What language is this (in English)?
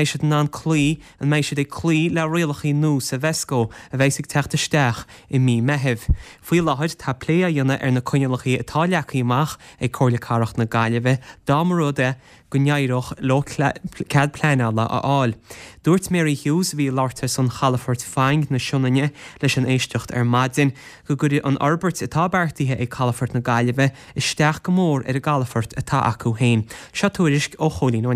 Irish